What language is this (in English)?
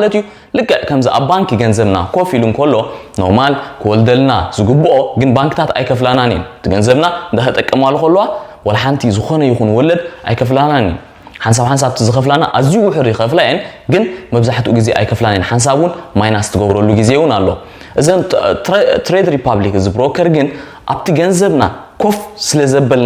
Tigrinya